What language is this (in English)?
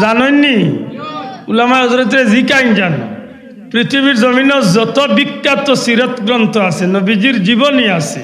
Sylheti